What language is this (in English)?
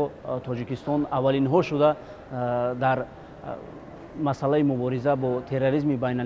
Tajik